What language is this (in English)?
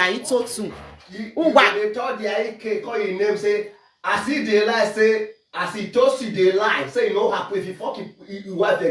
Nigerian Pidgin